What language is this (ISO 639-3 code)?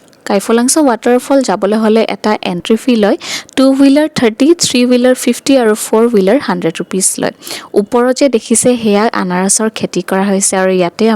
asm